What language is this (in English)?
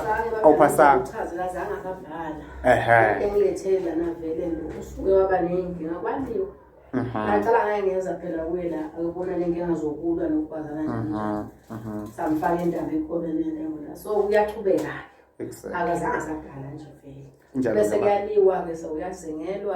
Zulu